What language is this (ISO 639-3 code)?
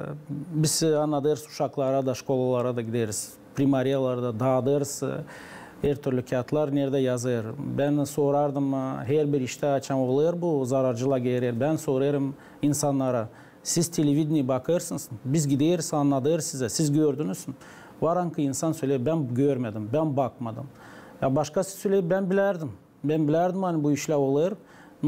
gag